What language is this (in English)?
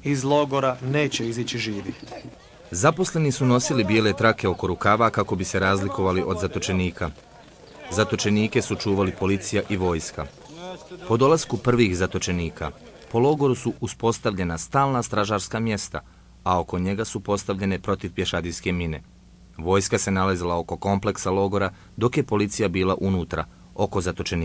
Bosnian